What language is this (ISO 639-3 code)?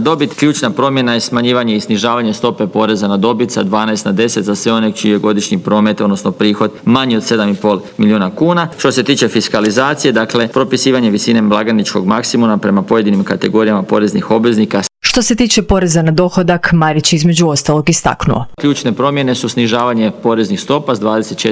hrv